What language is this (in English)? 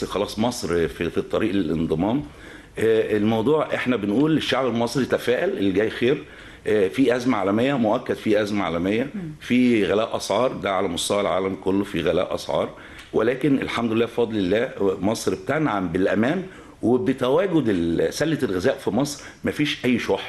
Egyptian Arabic